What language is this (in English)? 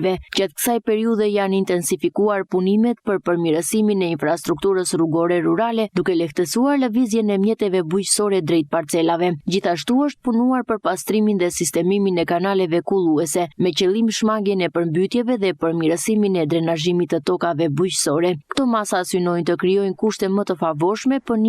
Albanian